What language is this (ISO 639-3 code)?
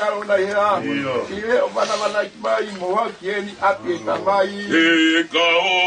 ton